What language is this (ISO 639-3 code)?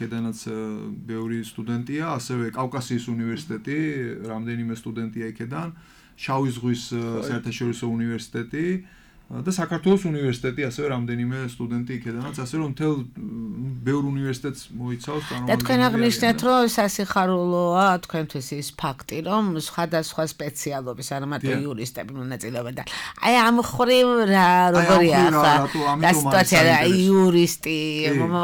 kat